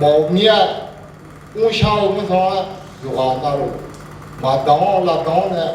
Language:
Akha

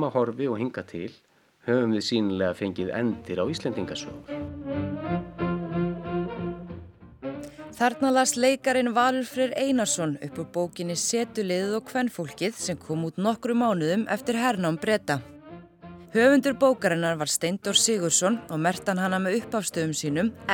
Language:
Icelandic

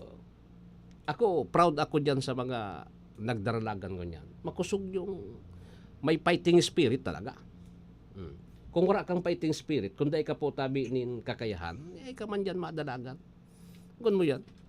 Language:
Bikol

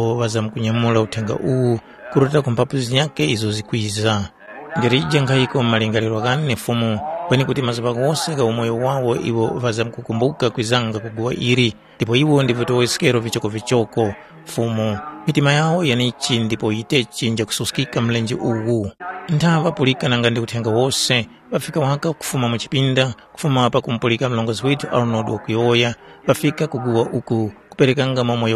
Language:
Tumbuka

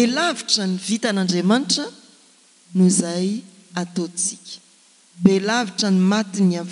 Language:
Malagasy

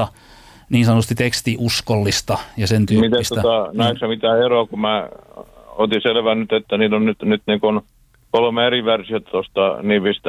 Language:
Finnish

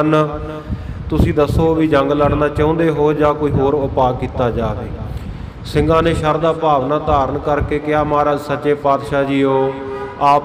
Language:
Punjabi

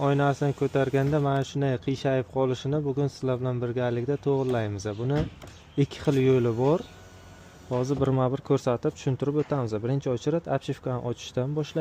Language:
Uzbek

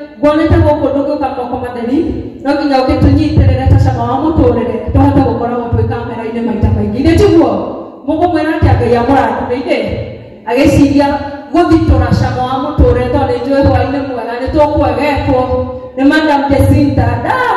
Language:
Kikuyu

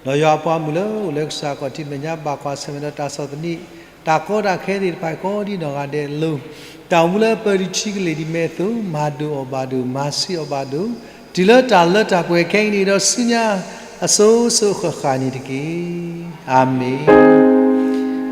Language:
S'gaw Karen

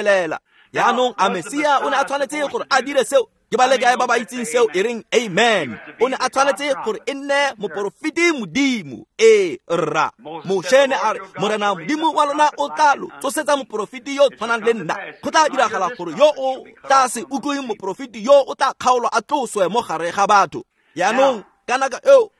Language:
Tswana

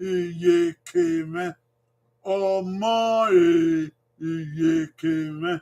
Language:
Bini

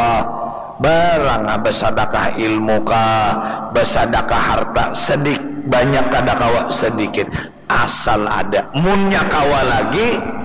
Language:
Banjar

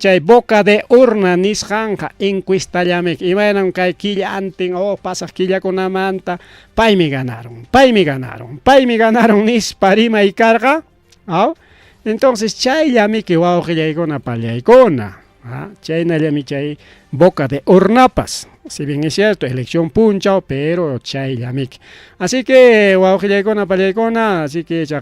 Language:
Ayacucho Quechua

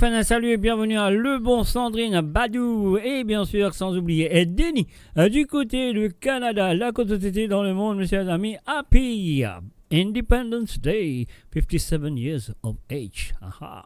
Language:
Morisyen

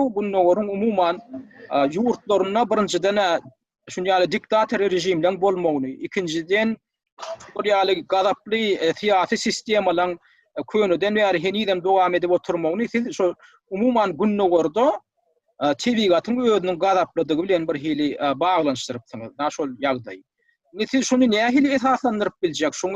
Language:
Turkmen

